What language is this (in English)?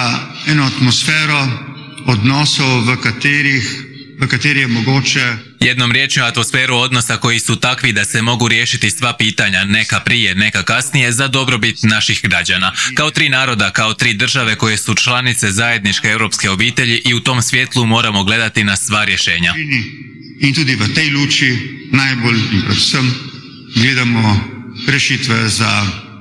Croatian